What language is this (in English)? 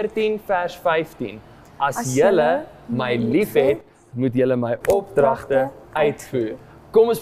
Afrikaans